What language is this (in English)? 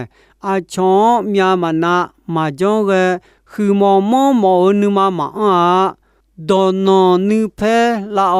Akha